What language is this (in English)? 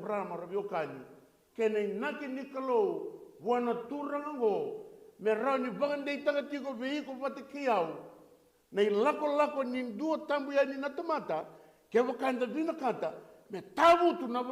Fijian